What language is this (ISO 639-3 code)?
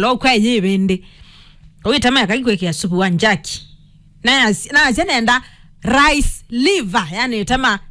kam